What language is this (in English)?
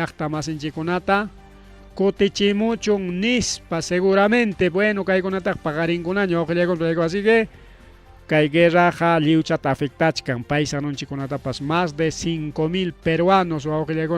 Ayacucho Quechua